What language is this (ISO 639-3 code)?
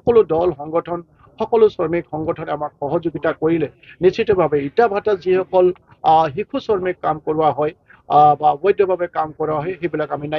asm